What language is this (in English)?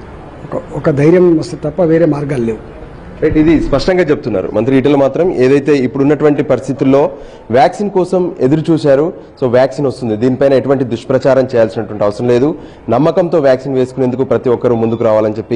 Telugu